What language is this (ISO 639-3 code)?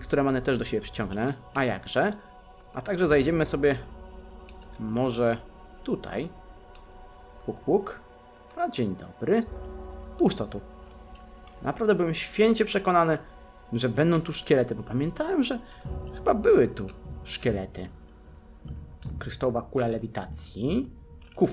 pol